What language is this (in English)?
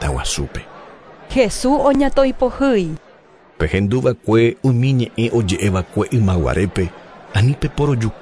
Guarani